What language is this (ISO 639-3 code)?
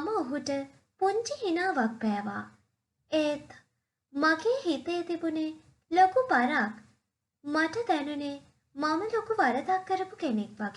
sin